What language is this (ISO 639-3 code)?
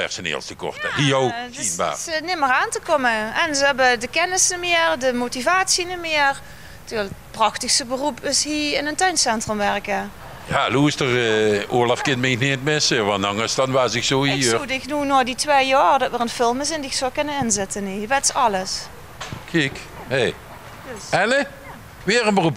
lim